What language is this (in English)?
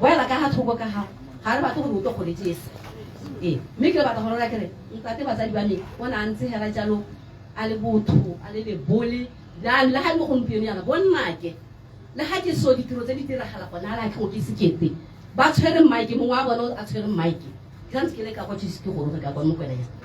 Tswana